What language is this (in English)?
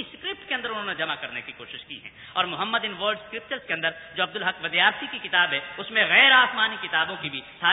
Urdu